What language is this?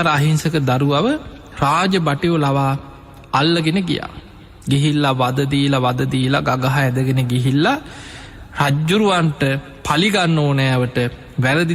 Sinhala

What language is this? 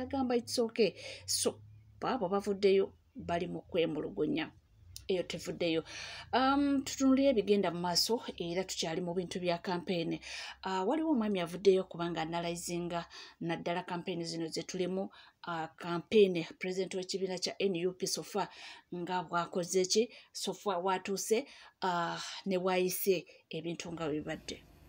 Ganda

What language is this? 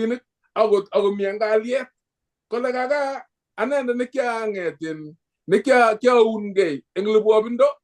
Kalenjin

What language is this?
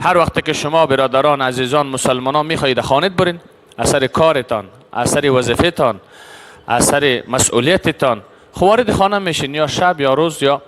Persian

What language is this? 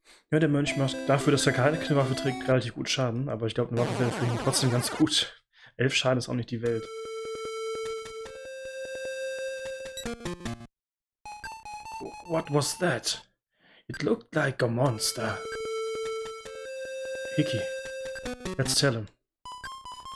German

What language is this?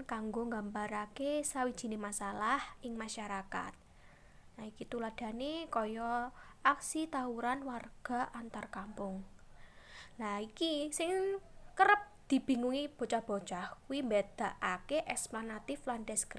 Javanese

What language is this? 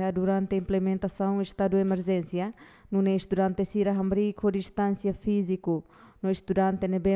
Tetum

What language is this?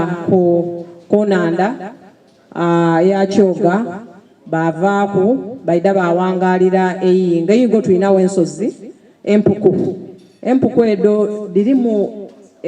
Soga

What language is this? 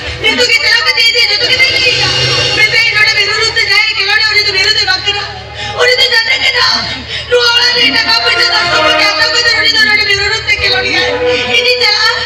Santali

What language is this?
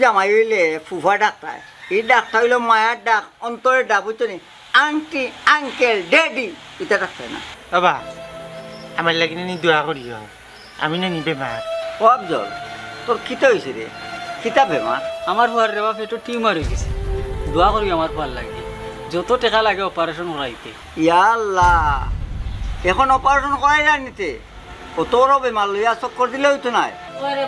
Sylheti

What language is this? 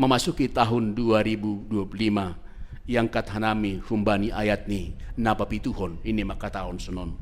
Batak Simalungun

